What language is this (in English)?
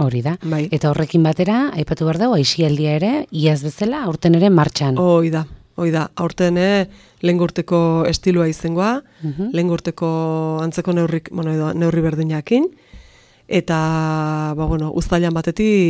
Basque